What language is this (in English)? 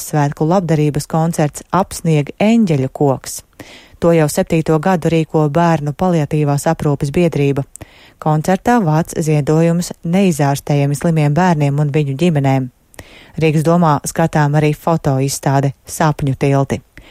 Latvian